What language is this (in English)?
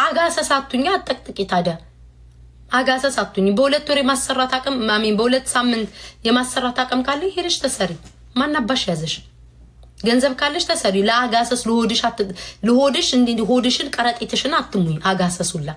Amharic